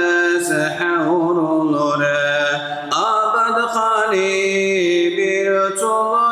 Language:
Dargwa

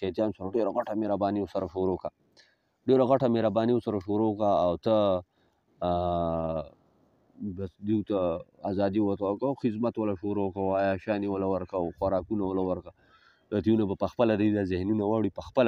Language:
Pashto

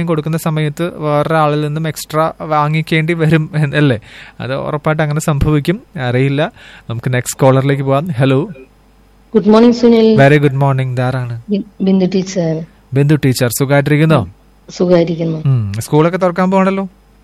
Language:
Malayalam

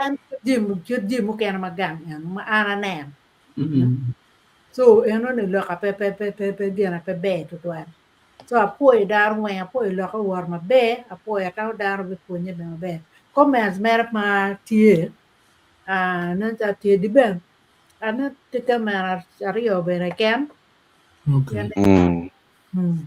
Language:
Acoli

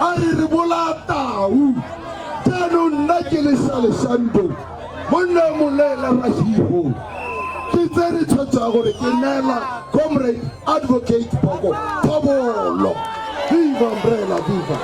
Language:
Tswana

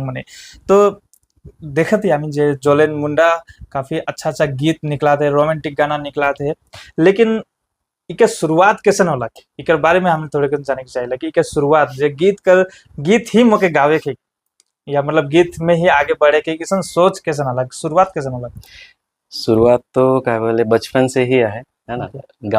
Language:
Sadri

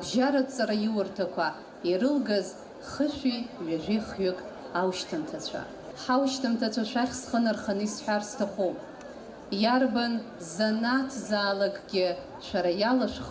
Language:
Abkhazian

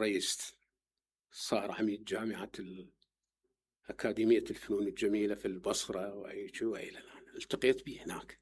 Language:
Mesopotamian Arabic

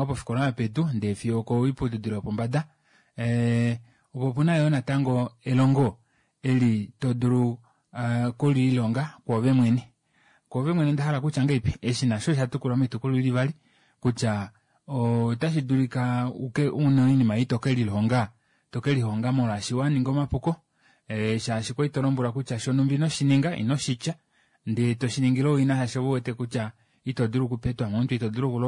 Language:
Kuanyama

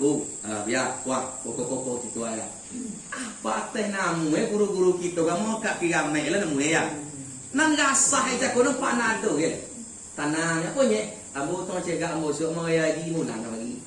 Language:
Minangkabau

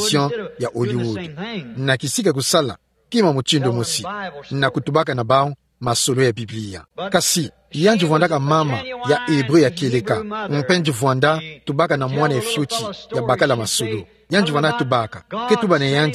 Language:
Kituba (Democratic Republic of Congo)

